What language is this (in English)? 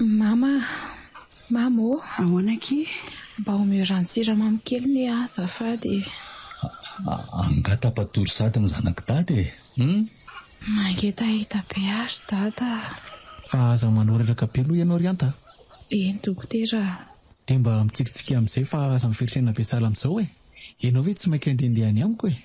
Malagasy